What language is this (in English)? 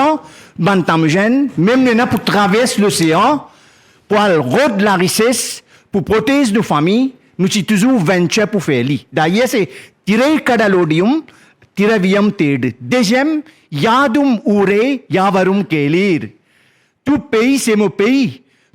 Morisyen